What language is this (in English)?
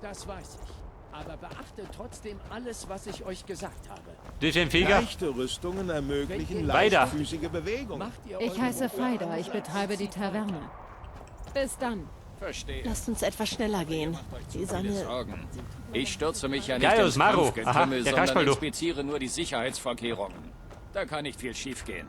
Bavarian